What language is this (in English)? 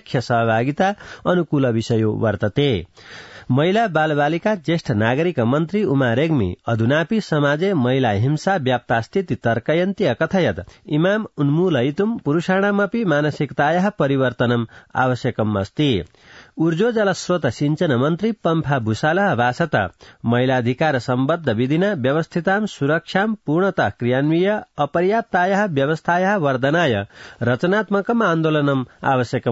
Sanskrit